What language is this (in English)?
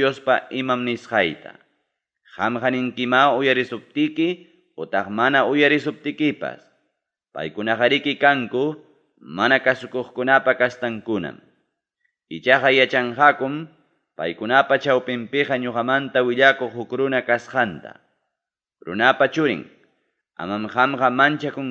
Ayacucho Quechua